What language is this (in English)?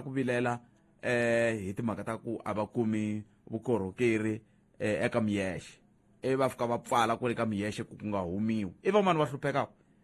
Tsonga